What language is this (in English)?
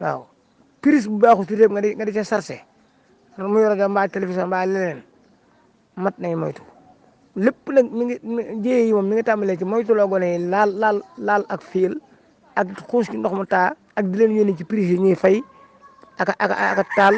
Wolof